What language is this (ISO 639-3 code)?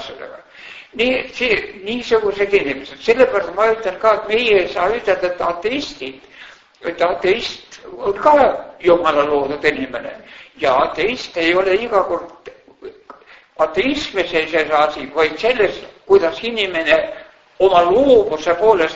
est